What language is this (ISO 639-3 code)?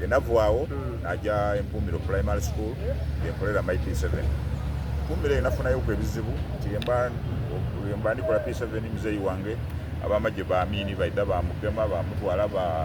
xog